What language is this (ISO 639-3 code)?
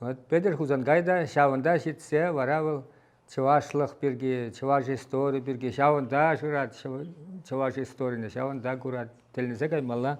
chv